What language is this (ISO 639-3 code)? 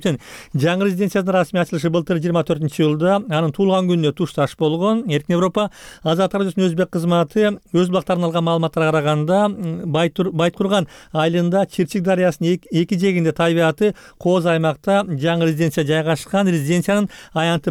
kir